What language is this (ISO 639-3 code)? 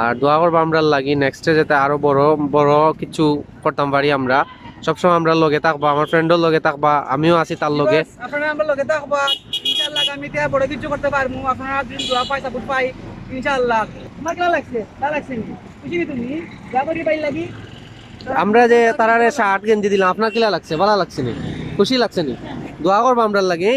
syl